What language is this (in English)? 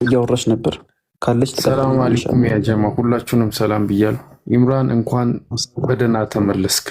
Amharic